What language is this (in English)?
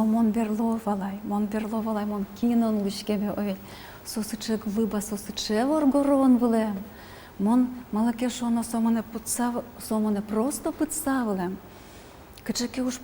Udmurt